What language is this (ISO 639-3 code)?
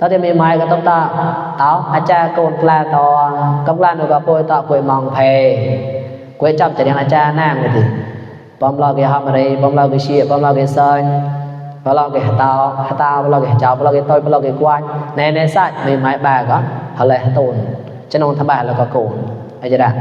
mnw